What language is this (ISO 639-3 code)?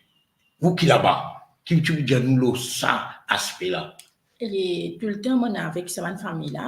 mfe